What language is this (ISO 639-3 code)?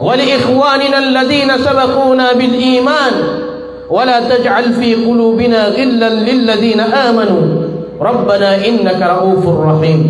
mrw